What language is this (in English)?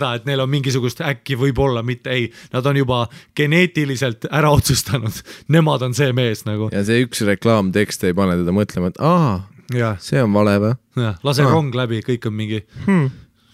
Estonian